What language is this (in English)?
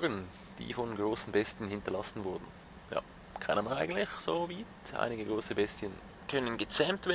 Swiss German